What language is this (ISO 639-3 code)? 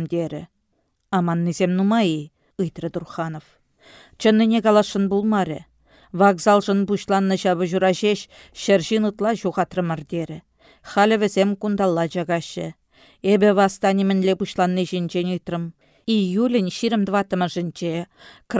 chv